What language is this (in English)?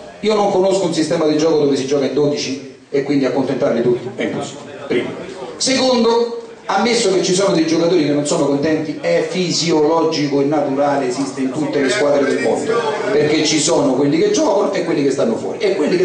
Italian